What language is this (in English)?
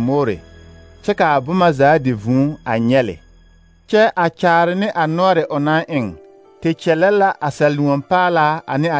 Southern Dagaare